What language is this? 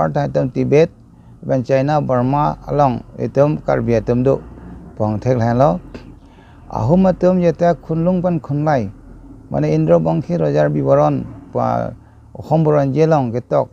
Karbi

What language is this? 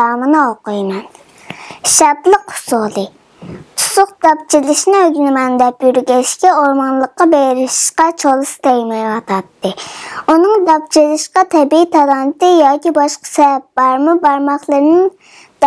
Uyghur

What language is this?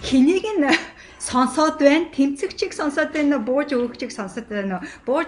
Mongolian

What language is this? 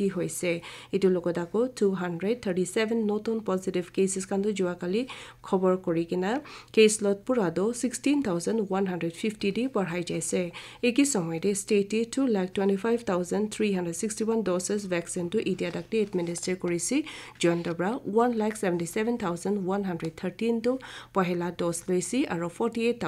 Naga Pidgin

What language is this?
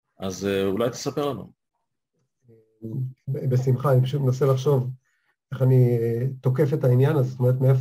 Hebrew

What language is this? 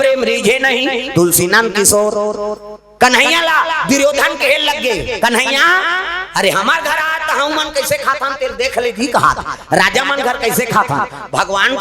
Chhattisgarhi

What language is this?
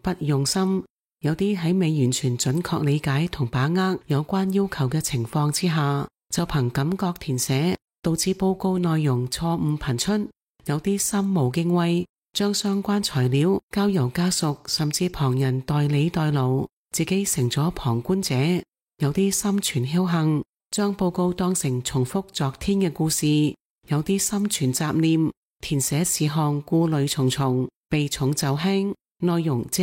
Cantonese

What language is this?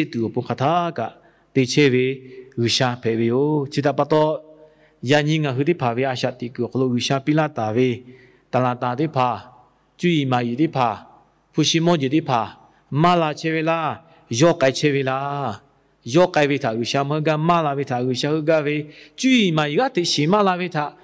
Lahu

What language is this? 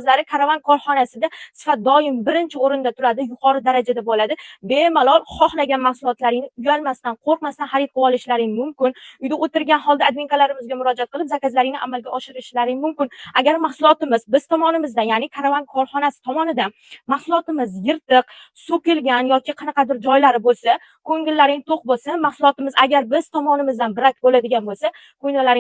Uzbek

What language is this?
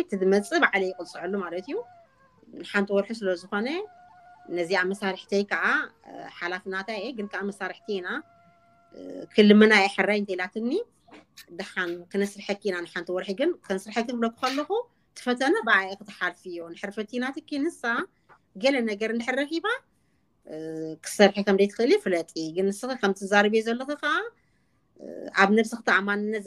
Tigrinya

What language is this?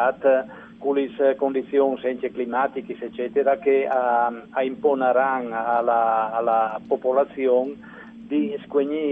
Friulian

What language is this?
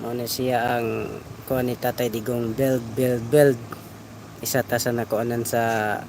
Cebuano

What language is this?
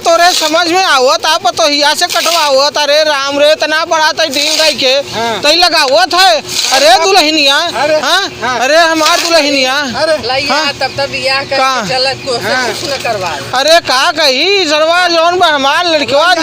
Awadhi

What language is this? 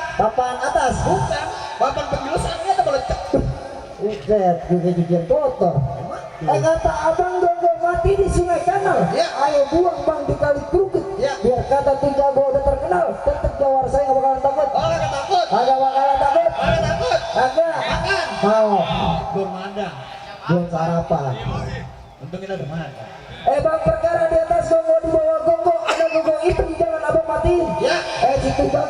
Betawi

